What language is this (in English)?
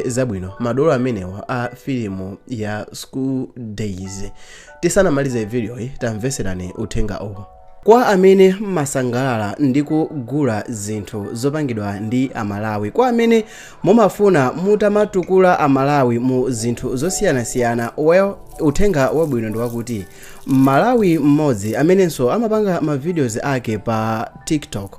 Nyanja